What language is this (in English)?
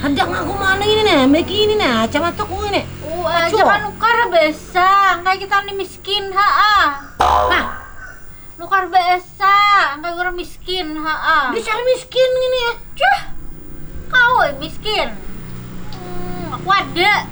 Banjar